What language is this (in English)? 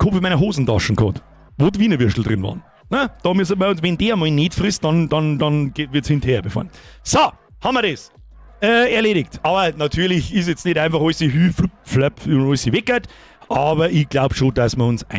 Bavarian